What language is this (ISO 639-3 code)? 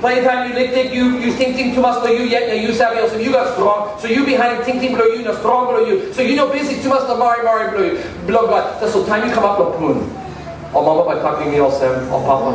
tpi